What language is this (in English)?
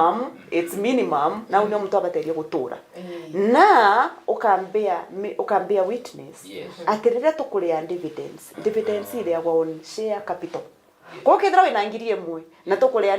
Meru